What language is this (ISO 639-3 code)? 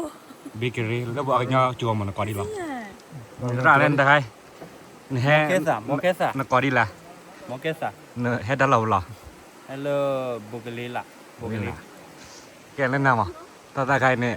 ksw